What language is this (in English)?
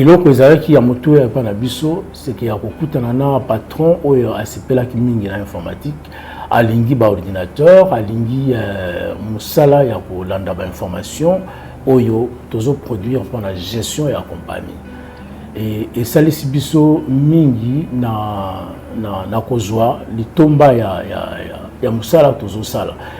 Lingala